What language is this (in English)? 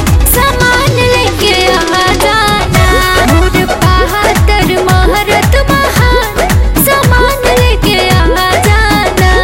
Bhojpuri